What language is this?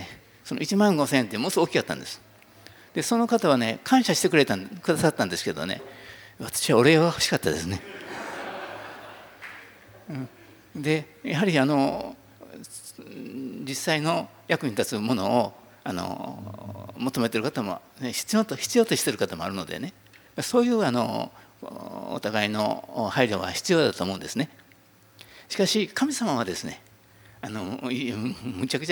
Japanese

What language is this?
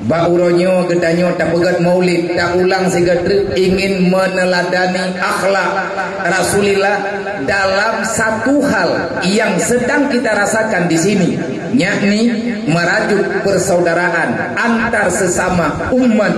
Achinese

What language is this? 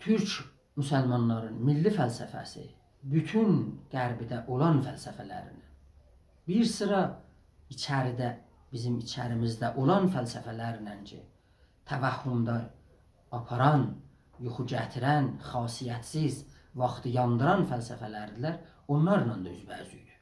South Azerbaijani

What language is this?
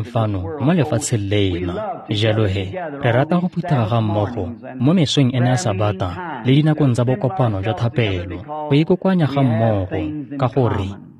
Tswana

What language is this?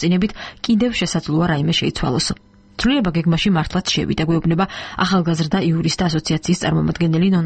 Georgian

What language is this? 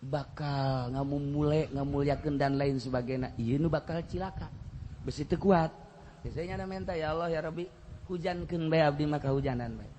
Sundanese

